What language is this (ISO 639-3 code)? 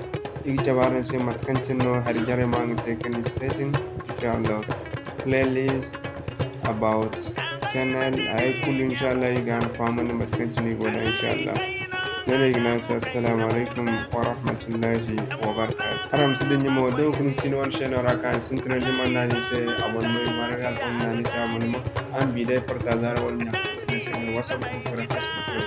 dje